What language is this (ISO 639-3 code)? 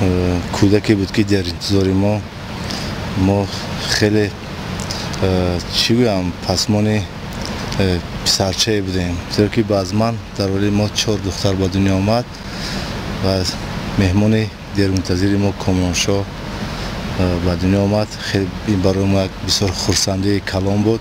tgk